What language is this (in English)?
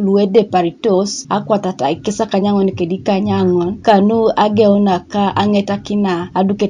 Teso